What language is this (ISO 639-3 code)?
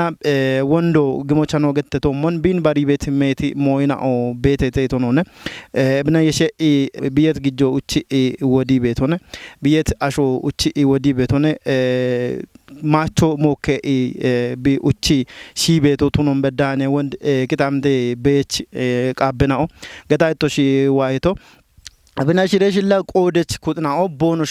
kbr